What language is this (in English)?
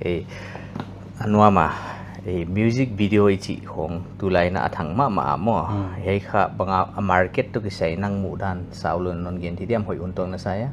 Paite Chin